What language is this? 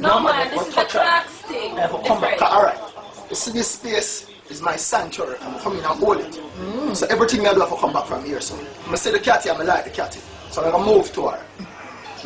Jamaican Creole English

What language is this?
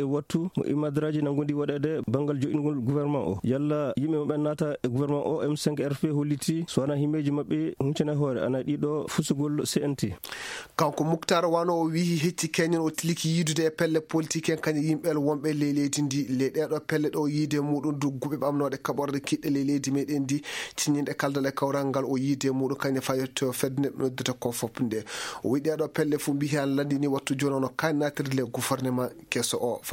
Fula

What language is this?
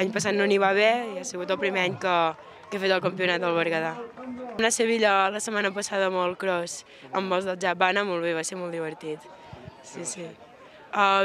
Catalan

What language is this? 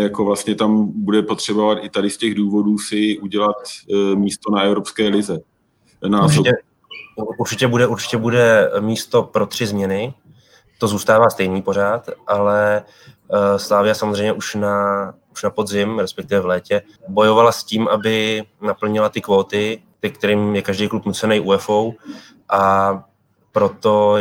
Czech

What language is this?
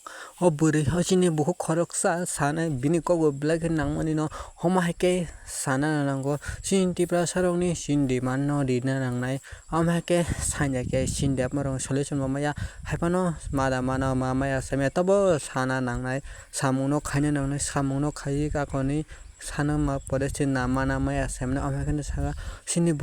Kok Borok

